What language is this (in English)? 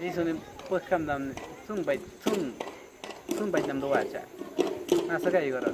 Awa-Cuaiquer